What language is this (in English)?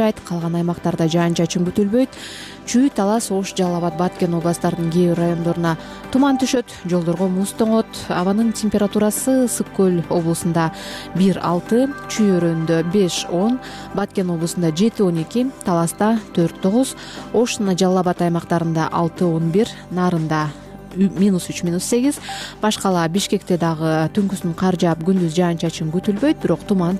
Kyrgyz